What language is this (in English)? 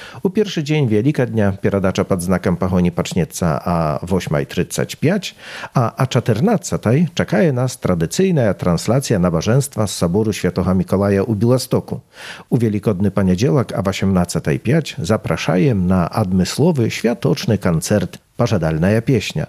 Belarusian